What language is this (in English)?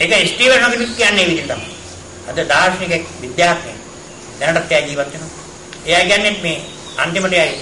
Sinhala